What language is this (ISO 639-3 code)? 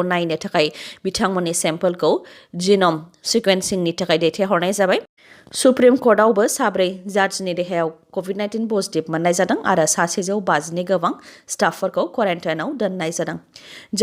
brx